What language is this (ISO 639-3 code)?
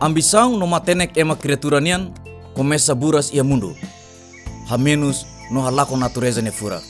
tet